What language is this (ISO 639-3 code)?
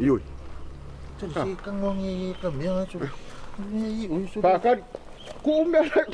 smo